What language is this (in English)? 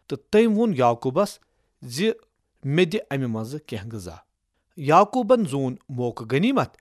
Kashmiri